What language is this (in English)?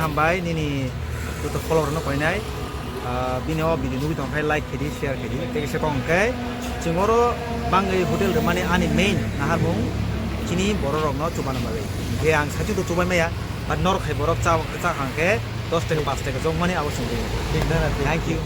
Kok Borok